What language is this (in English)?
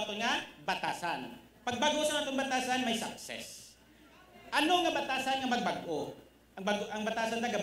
Hiligaynon